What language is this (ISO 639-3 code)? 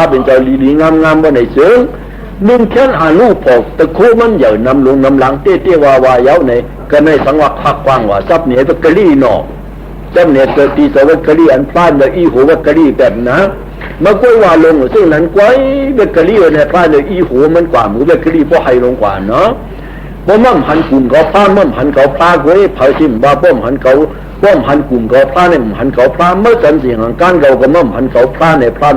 shn